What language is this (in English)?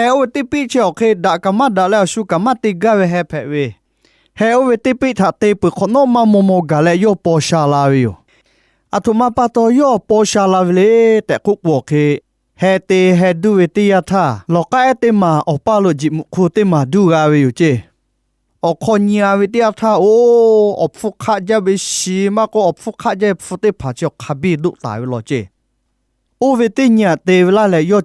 Lahu